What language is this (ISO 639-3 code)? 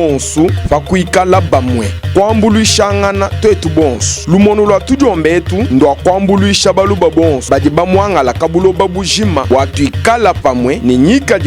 lua